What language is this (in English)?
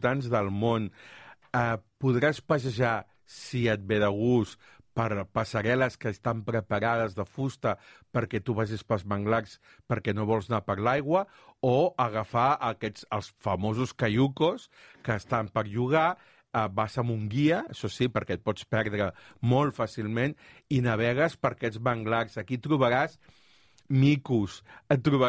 Catalan